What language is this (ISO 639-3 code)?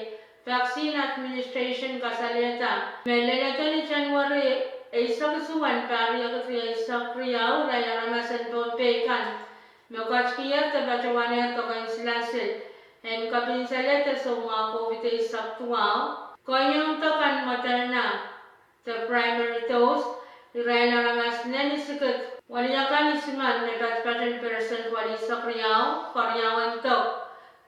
pon